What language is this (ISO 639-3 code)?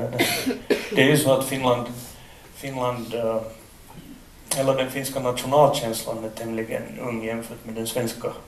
swe